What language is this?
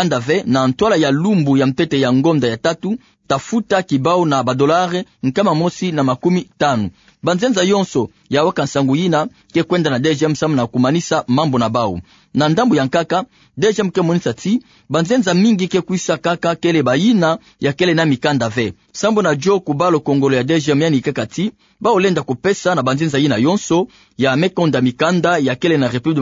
Kituba (Democratic Republic of Congo)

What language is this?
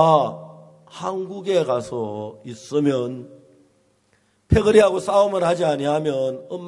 Korean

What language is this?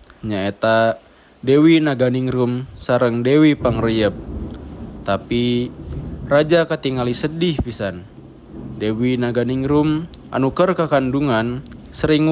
Sundanese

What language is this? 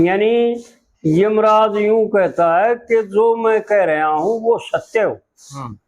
Haryanvi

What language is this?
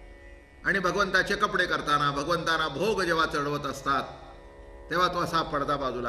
Marathi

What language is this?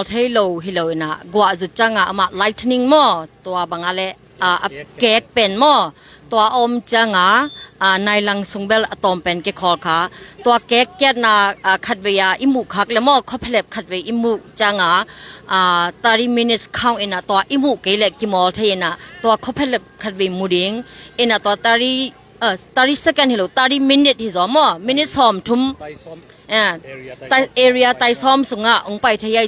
Tedim Chin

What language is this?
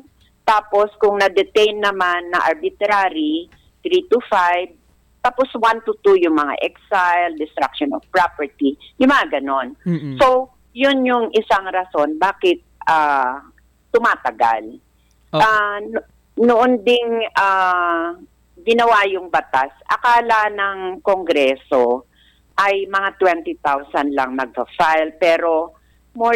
Filipino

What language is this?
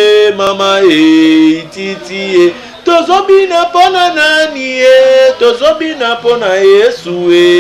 Lingala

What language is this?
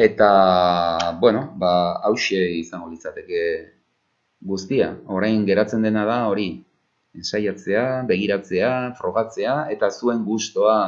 Basque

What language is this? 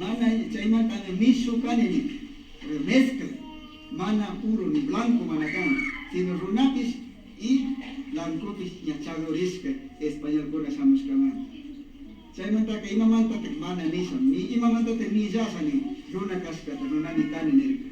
Imbabura Highland Quichua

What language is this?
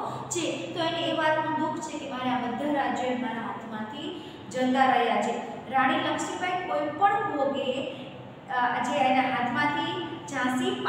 Gujarati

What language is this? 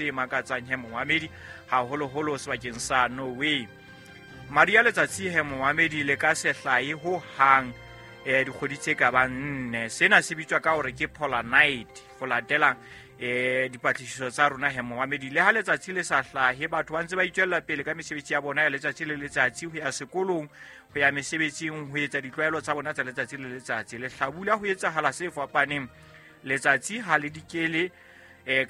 Southern Sotho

